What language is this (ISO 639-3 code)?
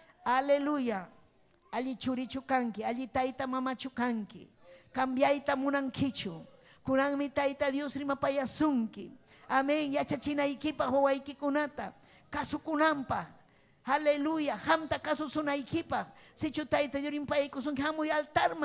quy